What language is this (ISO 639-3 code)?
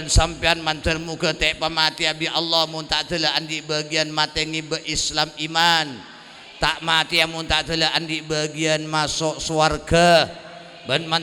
mad